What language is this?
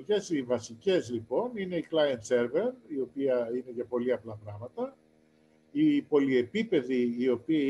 Greek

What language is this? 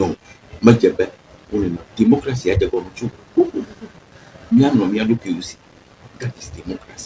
Ewe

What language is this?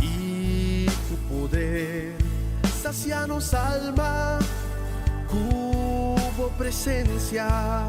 Papiamento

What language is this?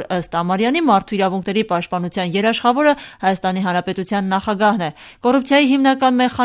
Armenian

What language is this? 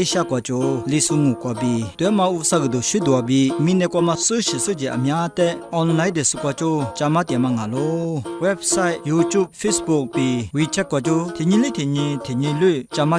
Lisu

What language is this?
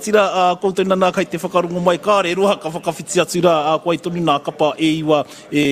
Māori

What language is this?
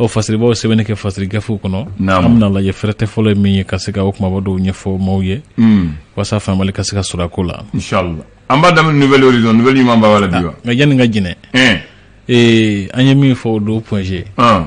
Bambara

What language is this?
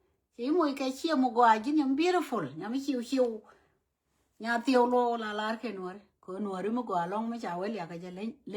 Nuer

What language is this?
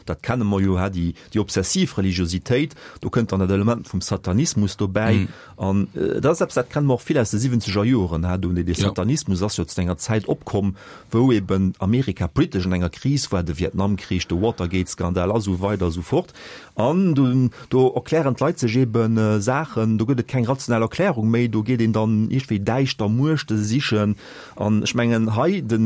Luxembourgish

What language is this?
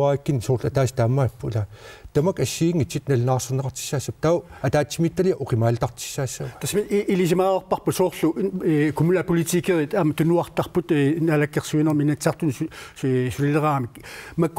Kalaallisut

